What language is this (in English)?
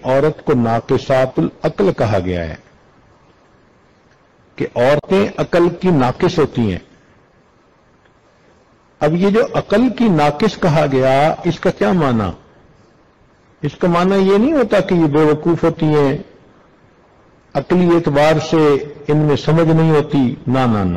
Urdu